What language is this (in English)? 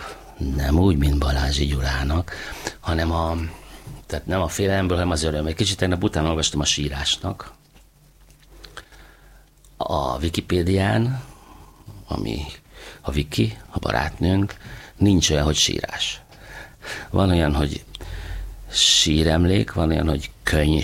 Hungarian